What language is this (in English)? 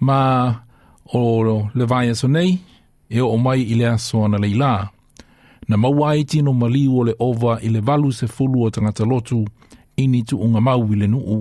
Samoan